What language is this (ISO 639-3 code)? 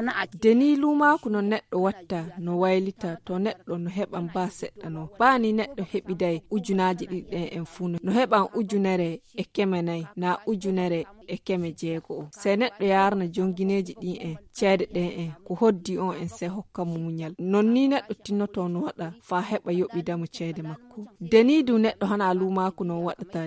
fuv